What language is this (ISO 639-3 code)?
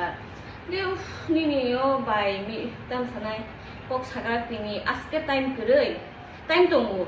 trp